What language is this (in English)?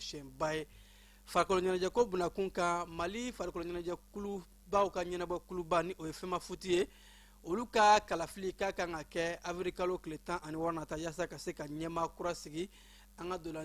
Bambara